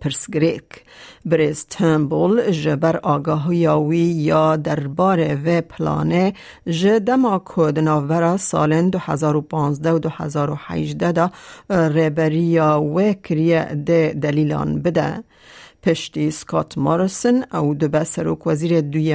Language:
Kurdish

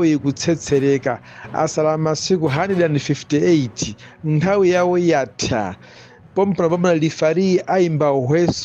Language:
Nyanja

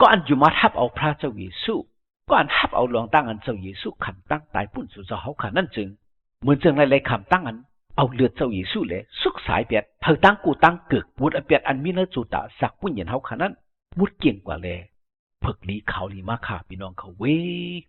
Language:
Shan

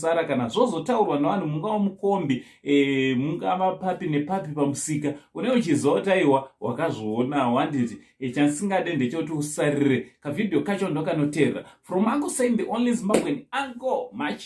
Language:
Shona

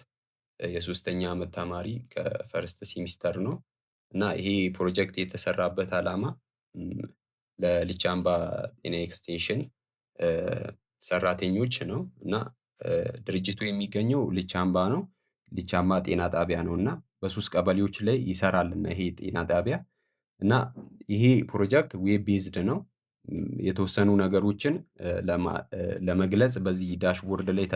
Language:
Amharic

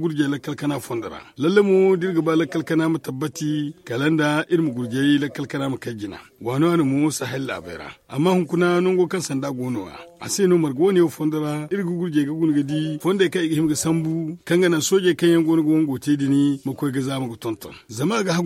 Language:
Zarma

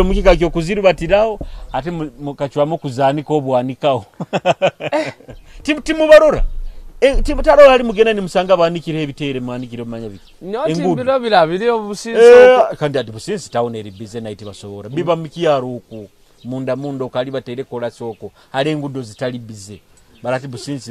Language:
Nyoro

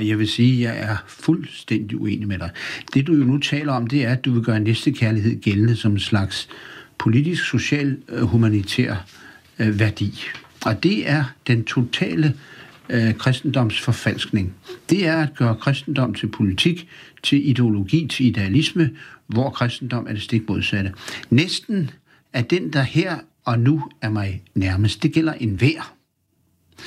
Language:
Danish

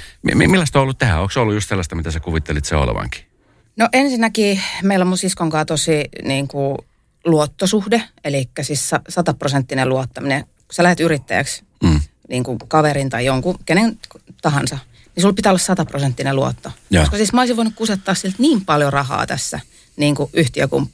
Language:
Finnish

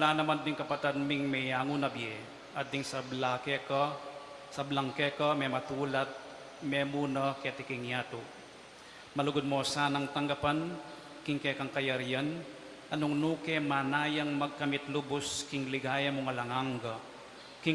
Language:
Pampanga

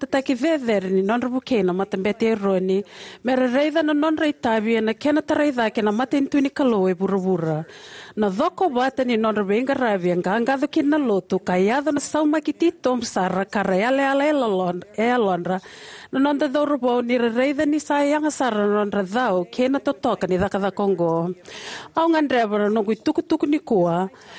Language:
Fijian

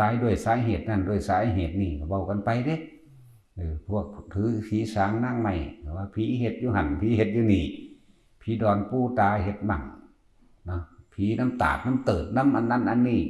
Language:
Northeastern Thai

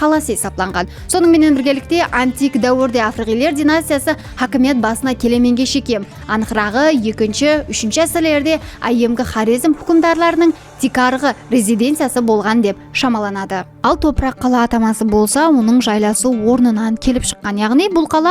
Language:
Kara-Kalpak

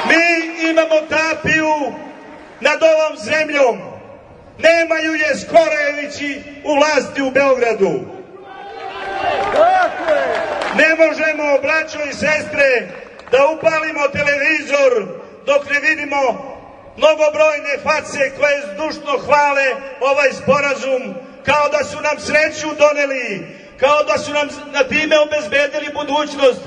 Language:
Serbian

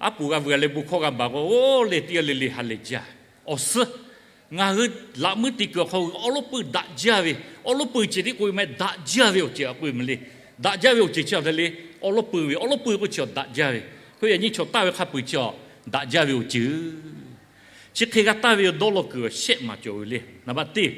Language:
Lahu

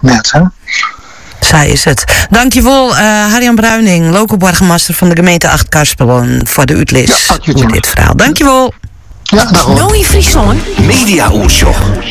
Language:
Dutch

